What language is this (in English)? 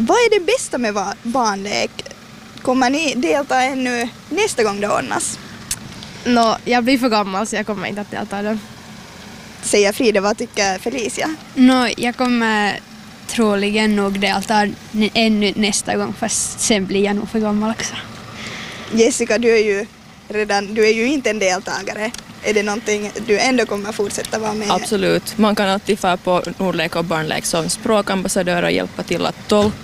Swedish